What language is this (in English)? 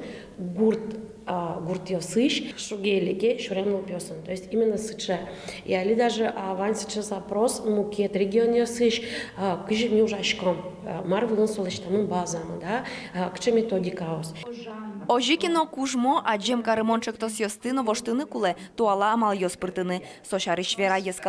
Udmurt